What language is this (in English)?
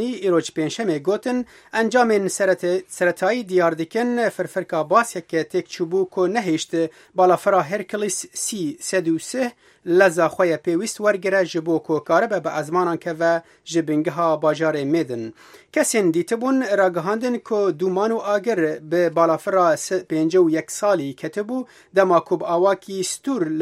Kurdish